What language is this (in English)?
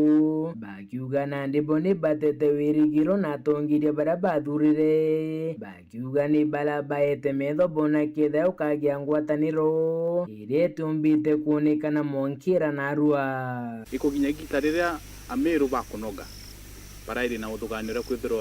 Meru